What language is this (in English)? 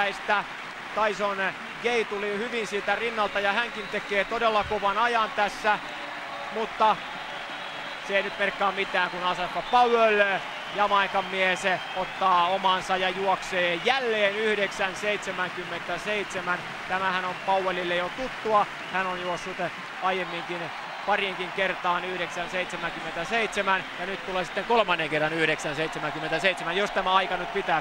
Finnish